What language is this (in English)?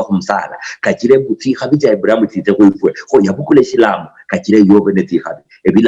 Luyia